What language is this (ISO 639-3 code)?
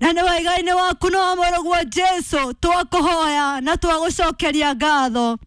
kik